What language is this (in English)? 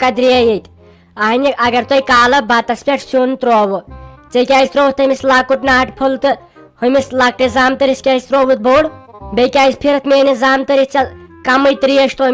Kashmiri